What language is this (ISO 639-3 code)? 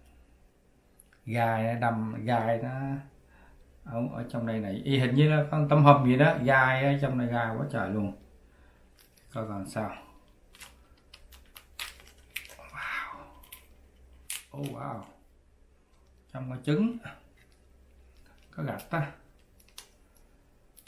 vie